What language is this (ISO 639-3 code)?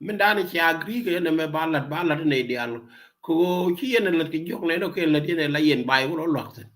nus